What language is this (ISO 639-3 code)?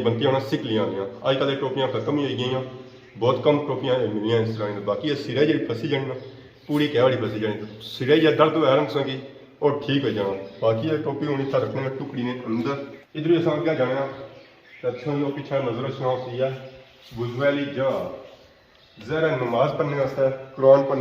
phr